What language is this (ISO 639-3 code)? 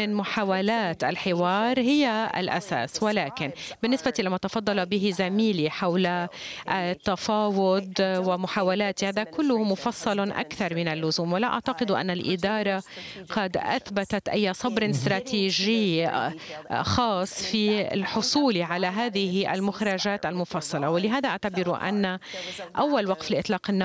ara